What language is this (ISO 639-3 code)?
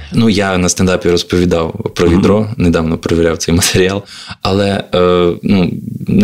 ukr